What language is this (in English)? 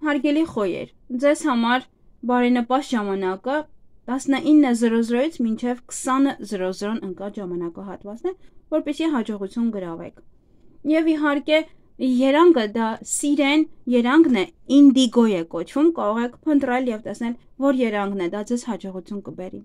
Armenian